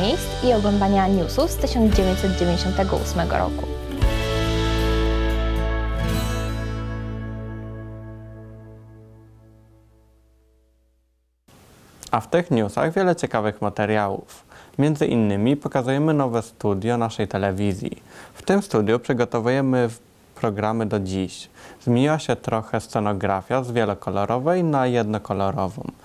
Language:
Polish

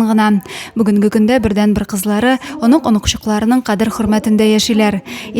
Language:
Tatar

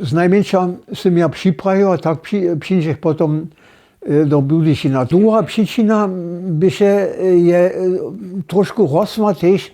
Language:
Upper Sorbian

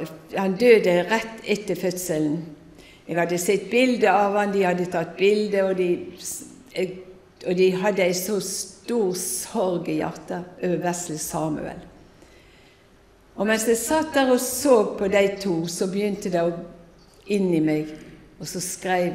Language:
Norwegian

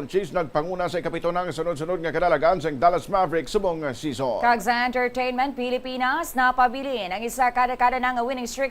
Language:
Hiligaynon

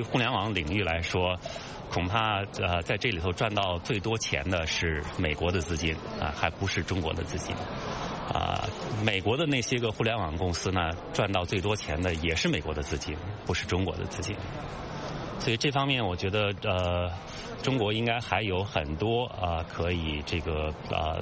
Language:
Chinese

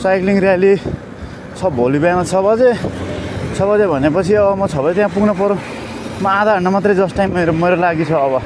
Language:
Nepali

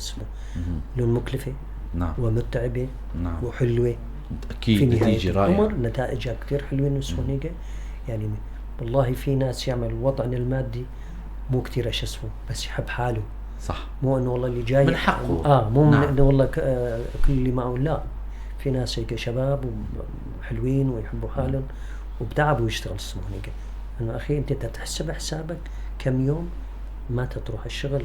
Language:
North Levantine Arabic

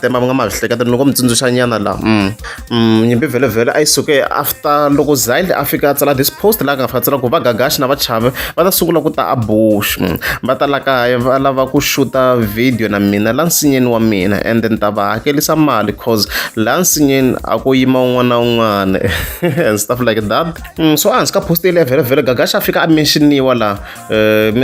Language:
Tsonga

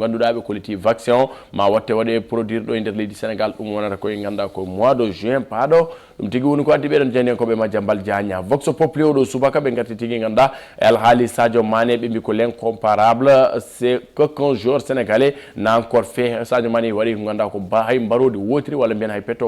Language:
Fula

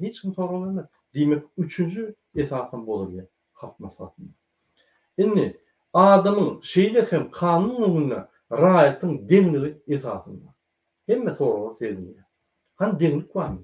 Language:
Turkmen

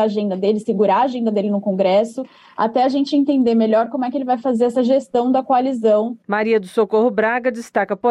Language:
Portuguese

